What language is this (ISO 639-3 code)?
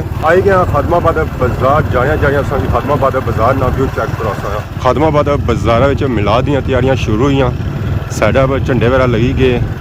phr